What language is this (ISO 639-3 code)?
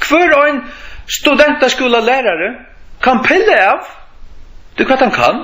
fao